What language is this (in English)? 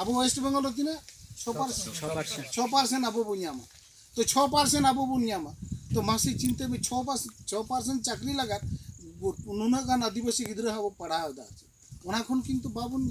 Santali